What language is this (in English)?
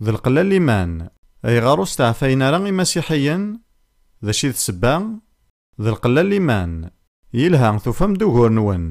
Kabyle